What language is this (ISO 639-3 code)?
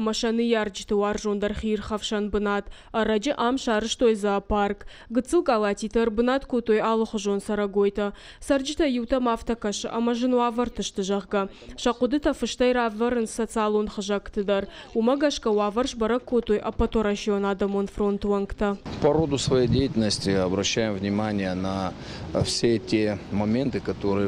oss